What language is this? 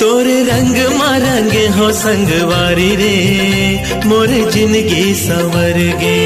Chhattisgarhi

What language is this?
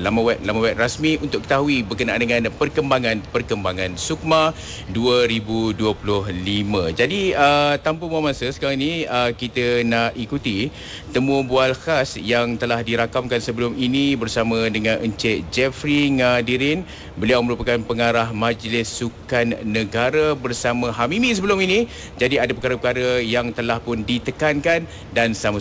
Malay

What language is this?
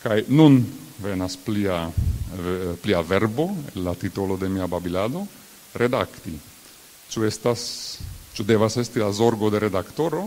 Esperanto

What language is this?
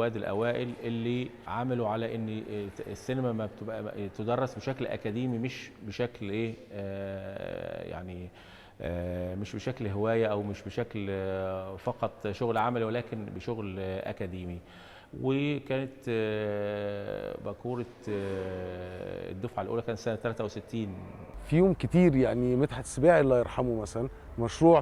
Egyptian Arabic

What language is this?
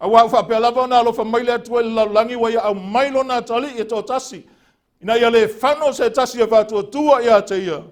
Samoan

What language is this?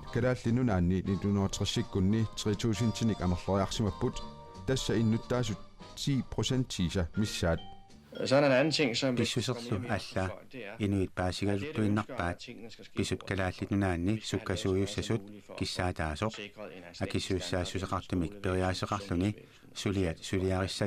Kalaallisut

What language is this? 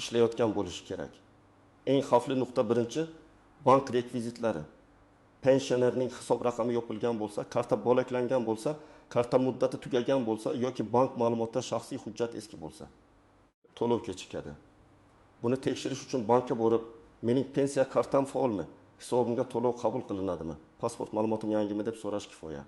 Uzbek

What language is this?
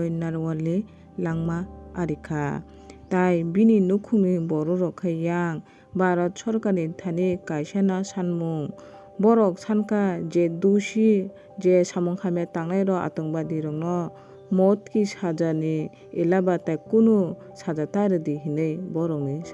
Kok Borok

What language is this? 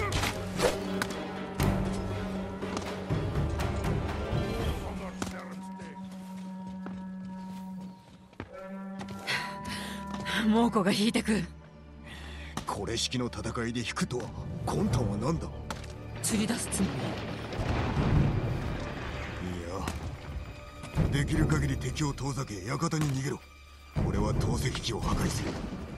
Japanese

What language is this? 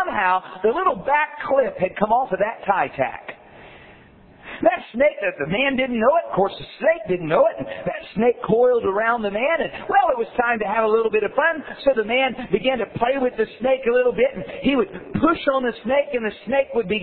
English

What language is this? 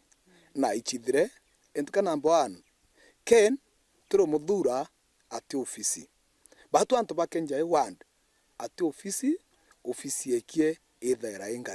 Meru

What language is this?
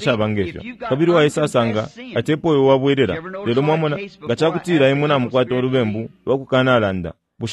Bemba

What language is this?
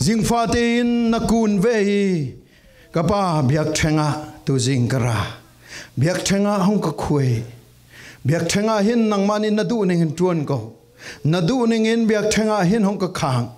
Falam Chin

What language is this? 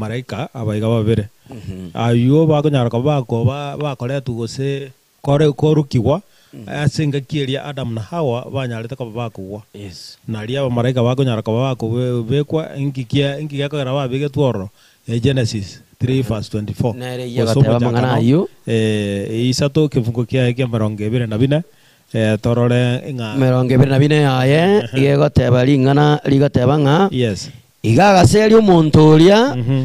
Gusii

